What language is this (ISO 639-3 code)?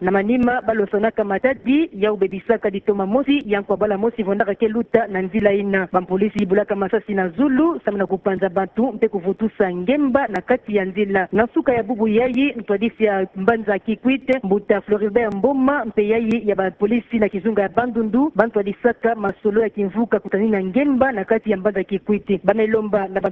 ktu